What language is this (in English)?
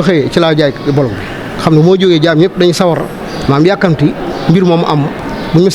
Wolof